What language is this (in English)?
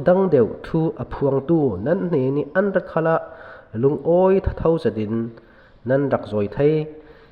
Falam Chin